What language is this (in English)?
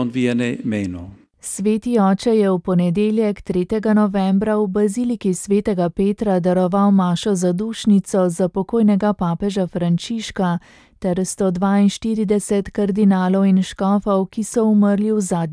Slovenian